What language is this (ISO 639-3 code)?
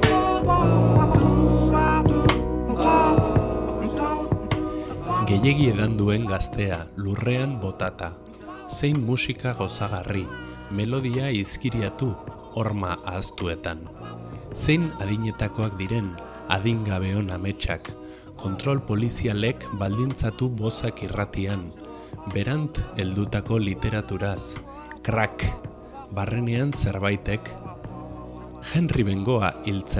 eus